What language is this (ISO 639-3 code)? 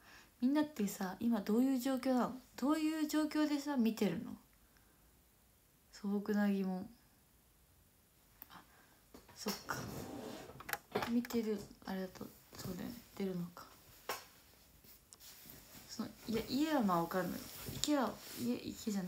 jpn